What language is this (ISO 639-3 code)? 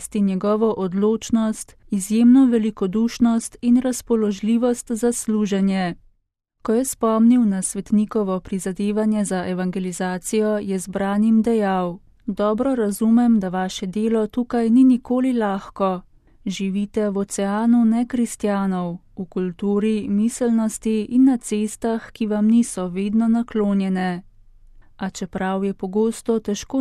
slv